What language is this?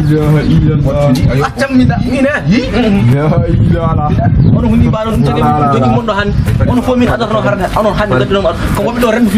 Fula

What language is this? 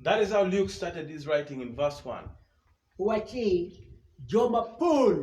Acoli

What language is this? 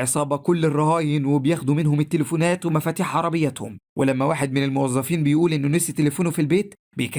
Egyptian Arabic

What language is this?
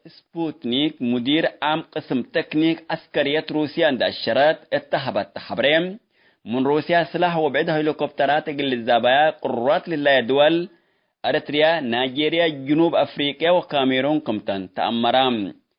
Tigre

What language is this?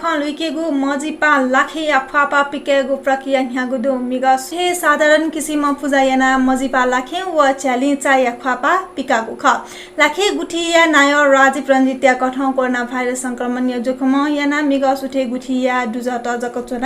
Newari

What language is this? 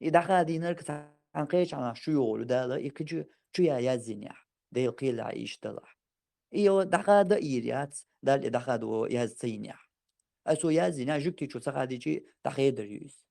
Chechen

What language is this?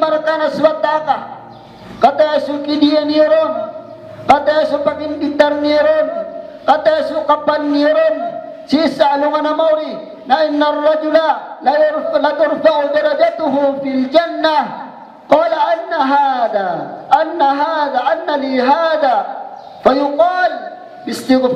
Maranao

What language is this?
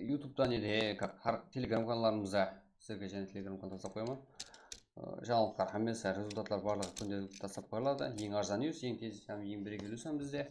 Kara-Kalpak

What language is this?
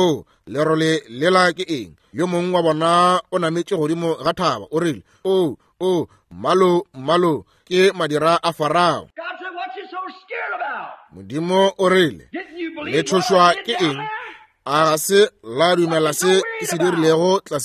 Northern Sotho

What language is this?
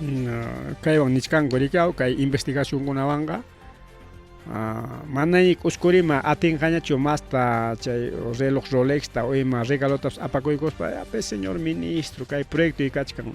Ayacucho Quechua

